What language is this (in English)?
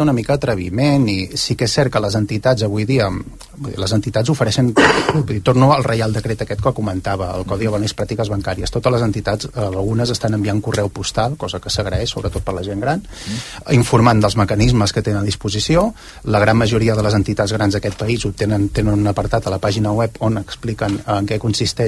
Catalan